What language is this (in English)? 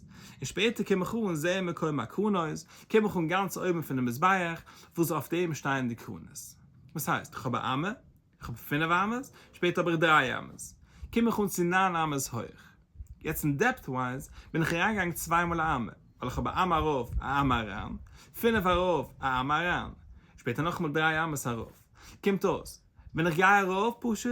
Yiddish